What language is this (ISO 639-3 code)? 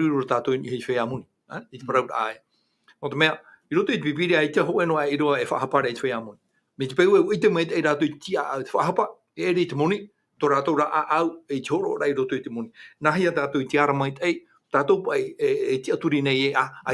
tah